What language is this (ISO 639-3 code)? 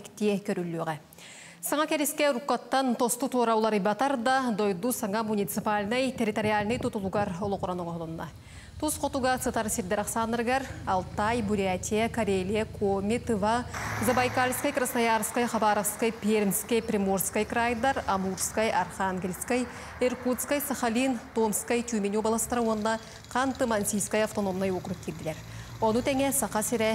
sah